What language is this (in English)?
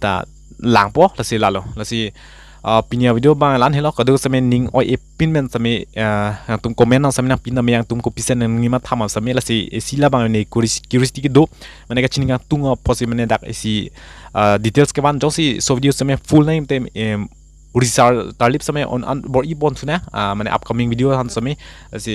Karbi